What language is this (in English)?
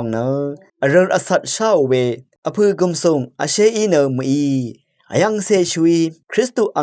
Rawang